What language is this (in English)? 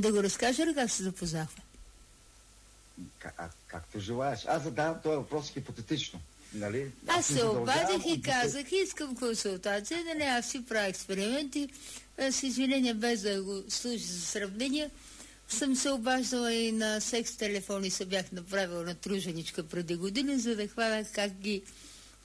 Bulgarian